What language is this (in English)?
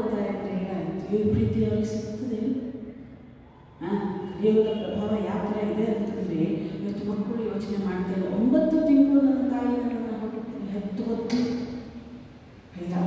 Kannada